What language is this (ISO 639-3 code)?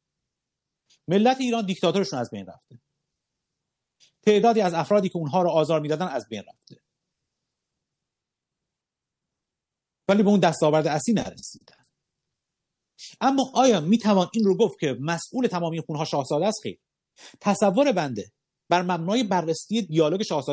fas